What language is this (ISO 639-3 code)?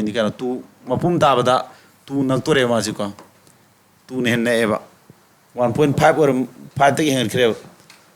mni